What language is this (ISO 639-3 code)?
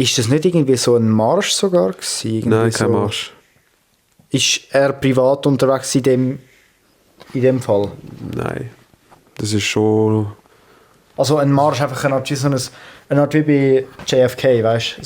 gsw